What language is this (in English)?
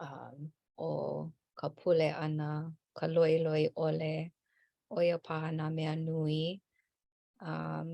Hawaiian